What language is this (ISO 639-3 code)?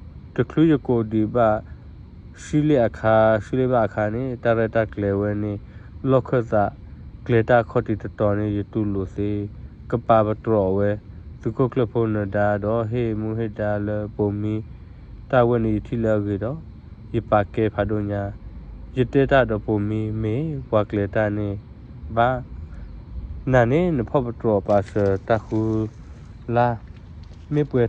ksw